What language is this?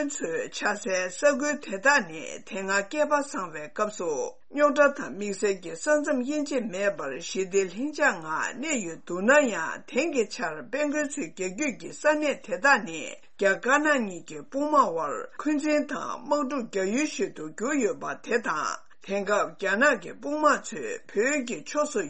Tibetan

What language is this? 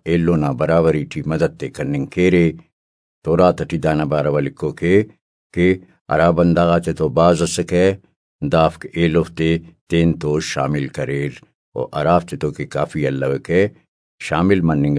Brahui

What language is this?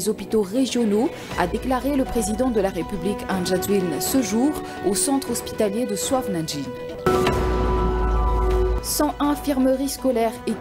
French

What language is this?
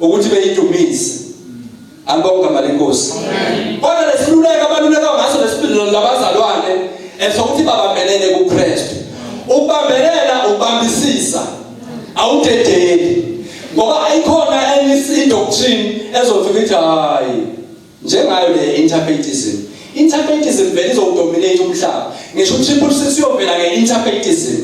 Zulu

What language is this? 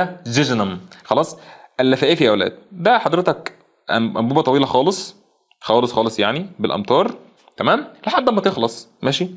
Egyptian Arabic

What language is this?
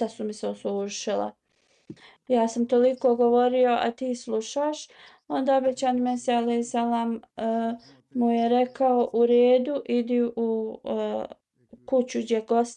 Bosnian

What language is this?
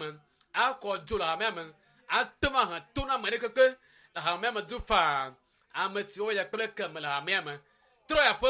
Ewe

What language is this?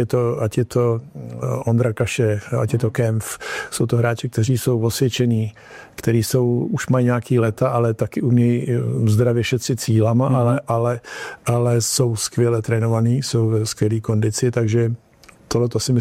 Czech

